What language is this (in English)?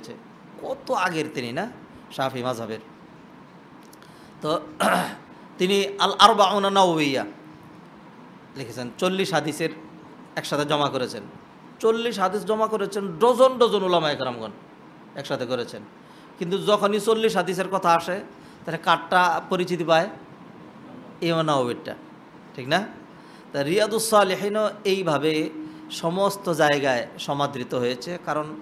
Bangla